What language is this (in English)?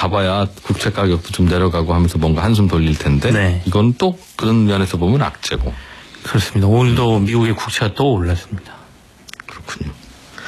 Korean